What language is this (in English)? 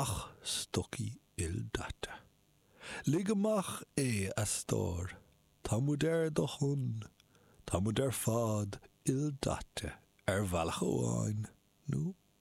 Irish